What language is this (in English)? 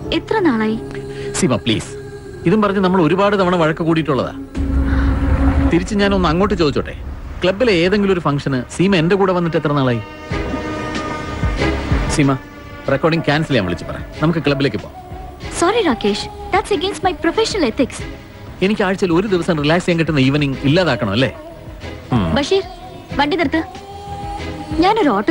Malayalam